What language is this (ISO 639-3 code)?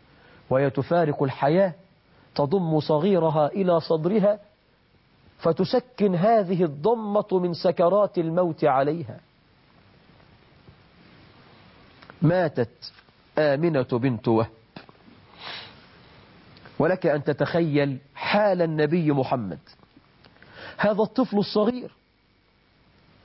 ara